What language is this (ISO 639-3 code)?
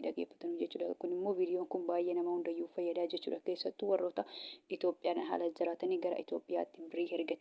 orm